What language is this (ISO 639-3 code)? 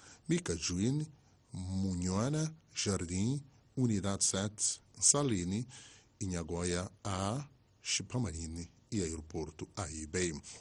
por